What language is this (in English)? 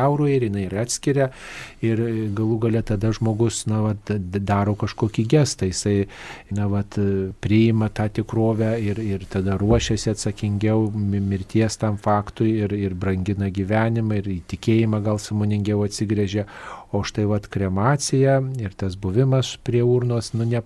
Lithuanian